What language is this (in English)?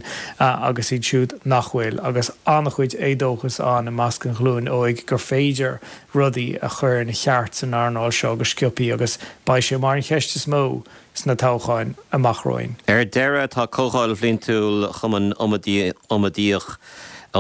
Irish